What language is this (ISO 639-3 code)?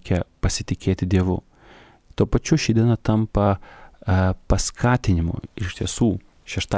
lit